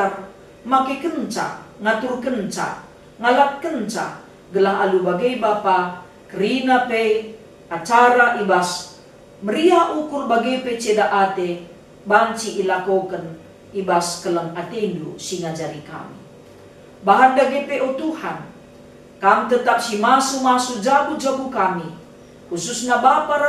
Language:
Batak Karo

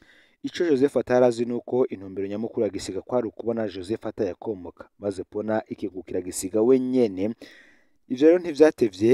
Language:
Rundi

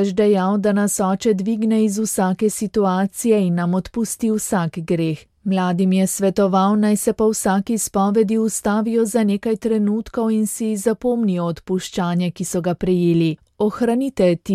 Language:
Slovenian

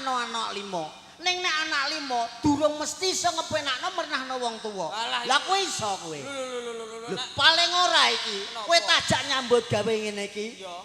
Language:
Javanese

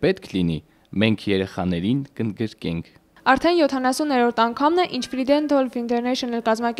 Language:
Armenian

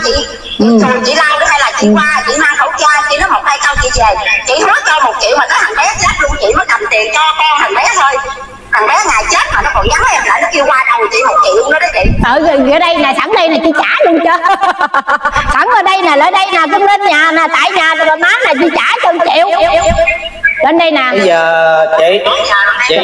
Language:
Vietnamese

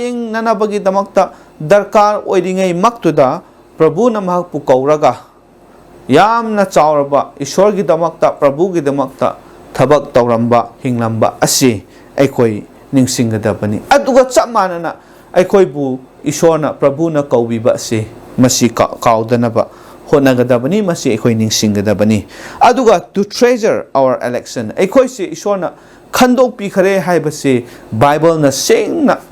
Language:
Manipuri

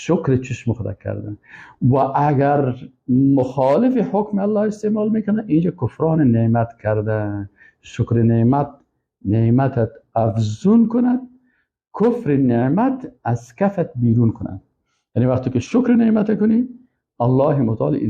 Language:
Persian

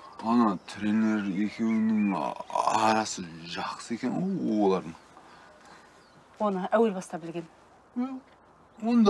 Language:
Kazakh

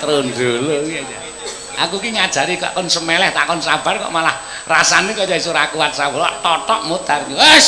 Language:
Javanese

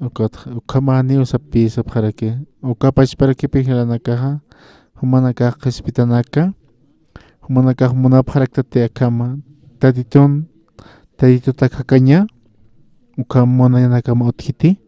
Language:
Aymara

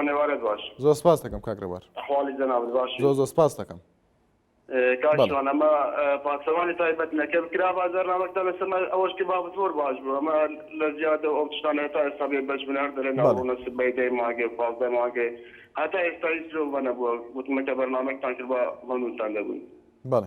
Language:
Central Kurdish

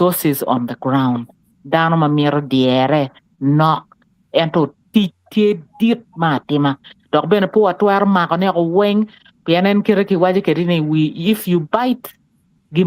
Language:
Acoli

